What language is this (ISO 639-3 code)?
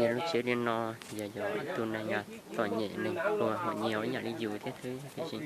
hmn